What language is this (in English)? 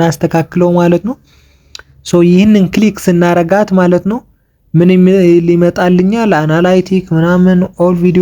Amharic